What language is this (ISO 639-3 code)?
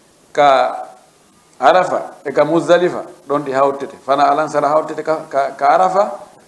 ful